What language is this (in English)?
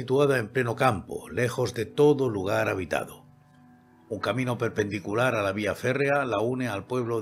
Spanish